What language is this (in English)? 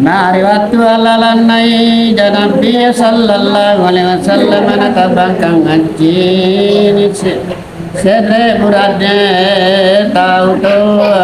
Makasar